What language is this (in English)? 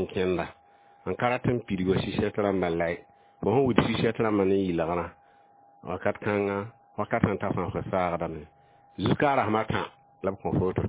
Mossi